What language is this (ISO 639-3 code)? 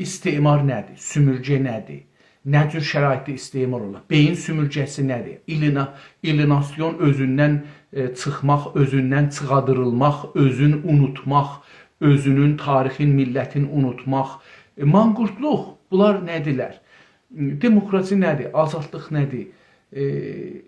azb